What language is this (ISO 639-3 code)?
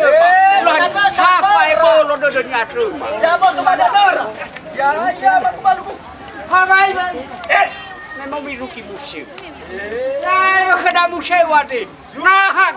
nia